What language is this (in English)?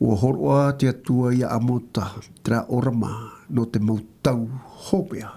Tahitian